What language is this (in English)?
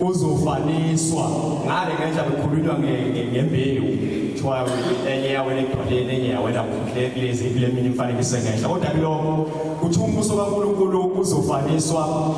Zulu